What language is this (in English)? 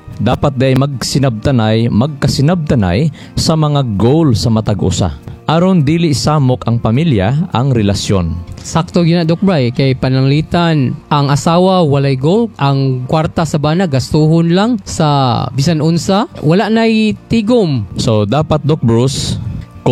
Cebuano